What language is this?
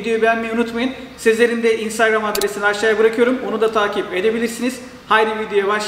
Turkish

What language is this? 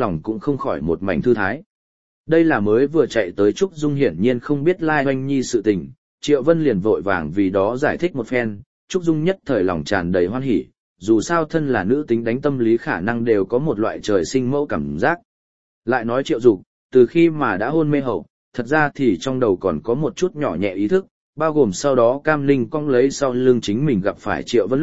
Vietnamese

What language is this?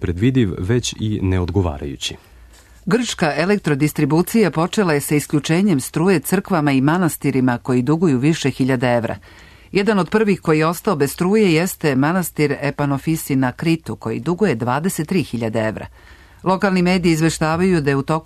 Serbian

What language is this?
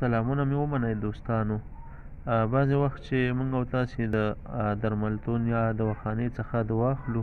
Pashto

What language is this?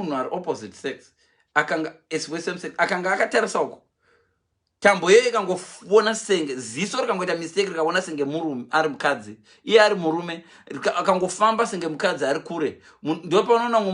Shona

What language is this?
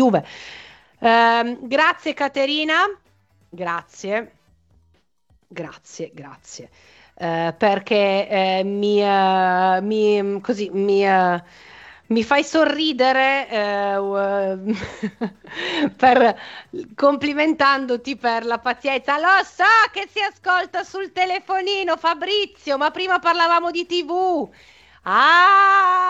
Italian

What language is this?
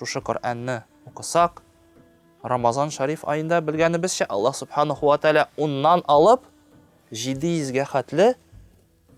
Tatar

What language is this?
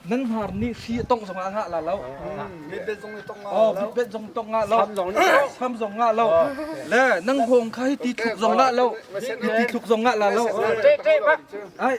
Hakha Chin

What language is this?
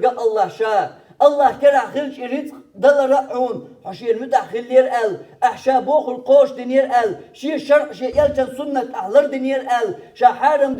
Chechen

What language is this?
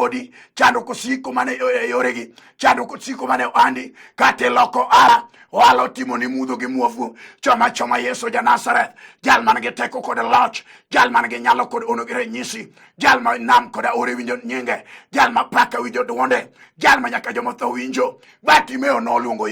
Luo (Kenya and Tanzania)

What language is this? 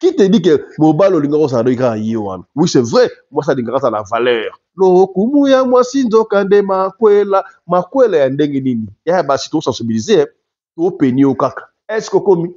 Lingala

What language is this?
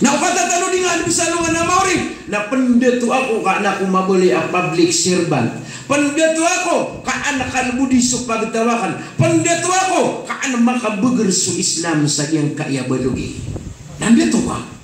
Maranao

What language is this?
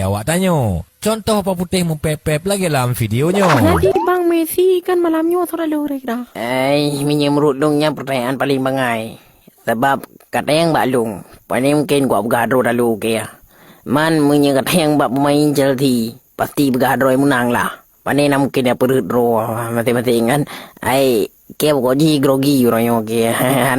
Achinese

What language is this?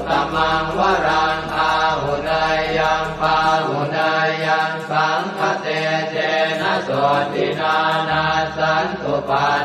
Pali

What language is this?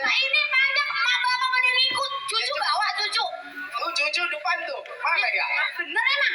Betawi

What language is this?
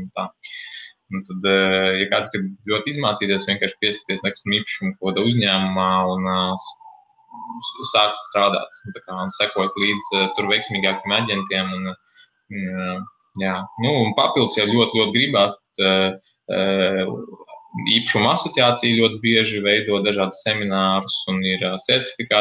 Latvian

